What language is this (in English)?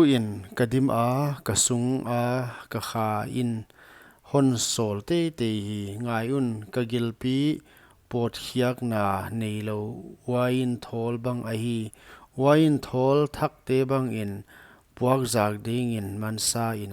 Paite Chin